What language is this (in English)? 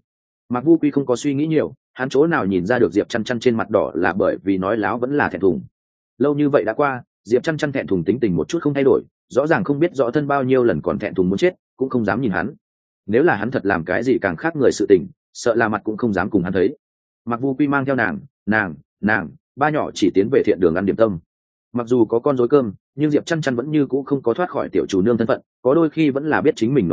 Vietnamese